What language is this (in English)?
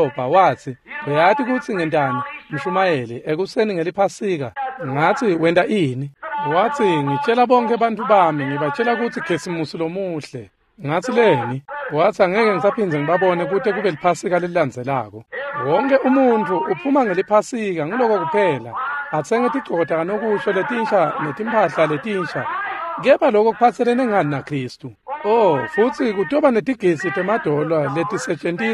Swati